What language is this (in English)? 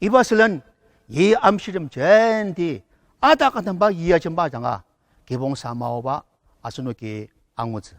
Ao Naga